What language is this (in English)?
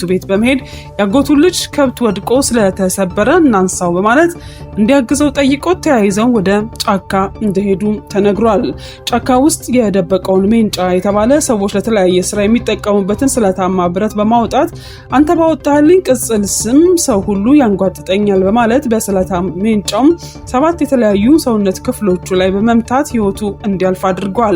Amharic